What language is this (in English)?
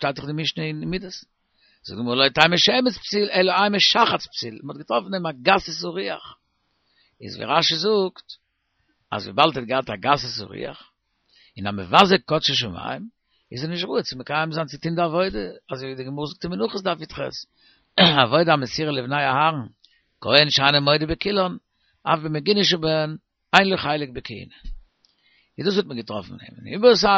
Yiddish